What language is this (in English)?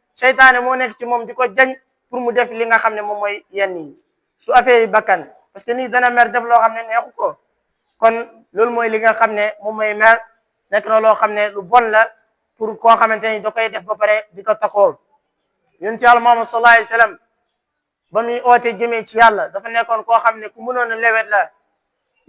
Wolof